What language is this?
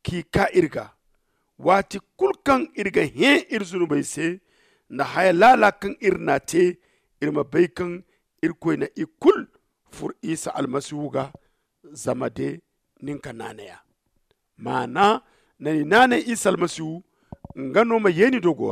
Zarma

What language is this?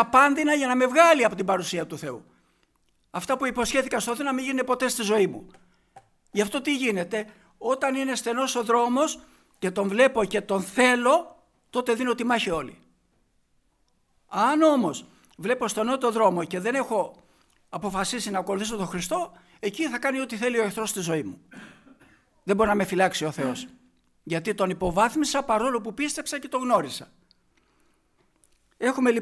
Greek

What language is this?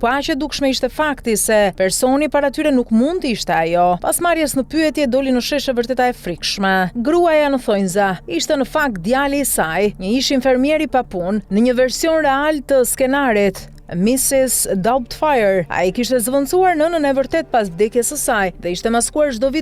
Albanian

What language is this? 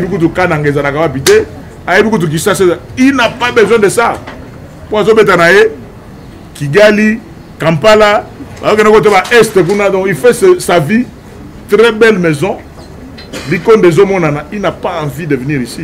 Lingala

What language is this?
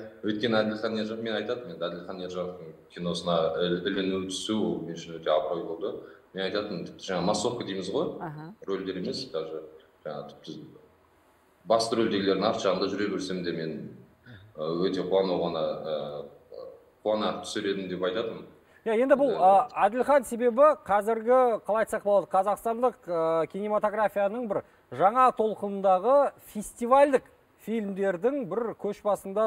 Kazakh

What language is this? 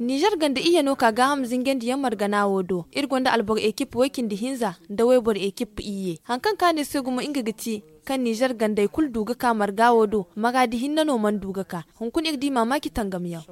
Zarma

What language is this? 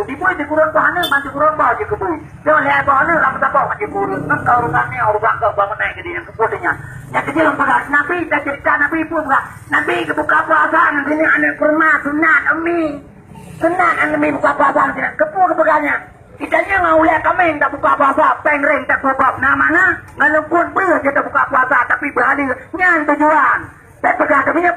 Achinese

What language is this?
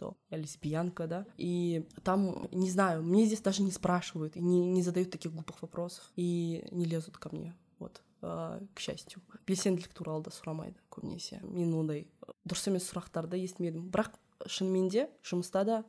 Kazakh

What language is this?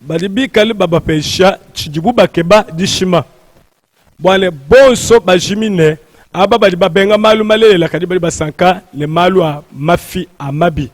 Luba-Lulua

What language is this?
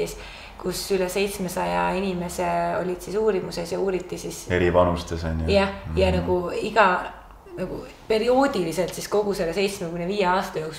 Estonian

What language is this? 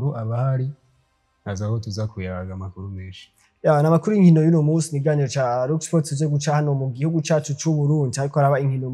Rundi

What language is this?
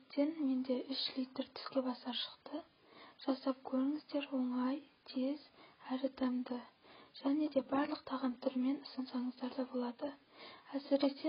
Kazakh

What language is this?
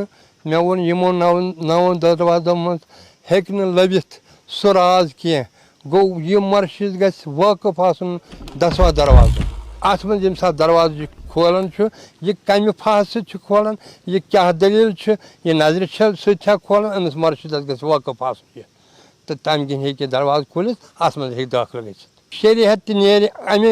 Kashmiri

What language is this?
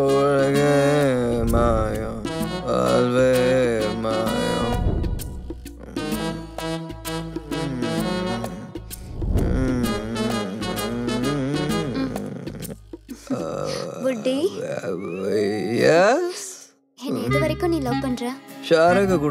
Tamil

